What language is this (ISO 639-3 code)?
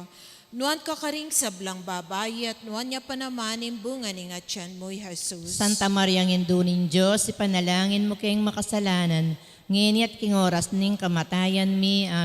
pam